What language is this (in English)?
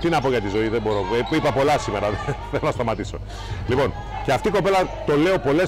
Greek